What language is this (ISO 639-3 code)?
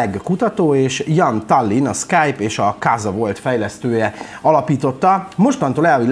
hun